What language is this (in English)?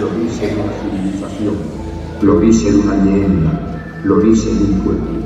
Asturian